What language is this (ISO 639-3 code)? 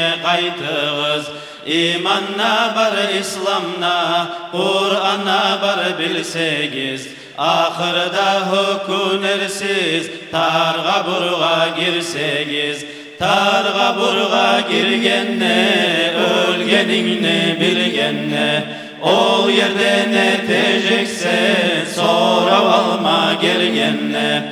kum